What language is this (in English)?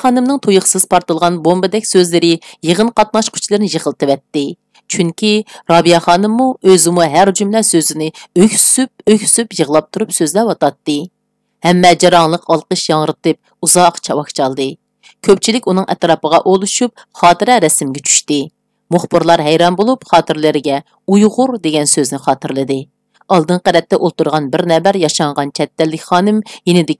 Uyghur